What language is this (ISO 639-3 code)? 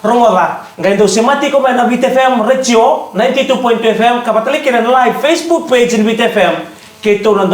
fij